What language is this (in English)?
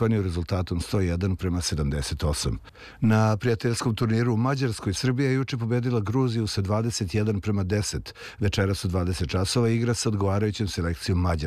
Serbian